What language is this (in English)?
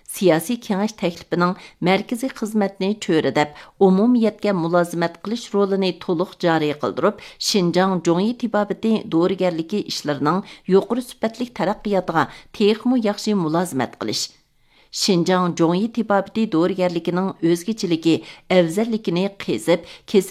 Uyghur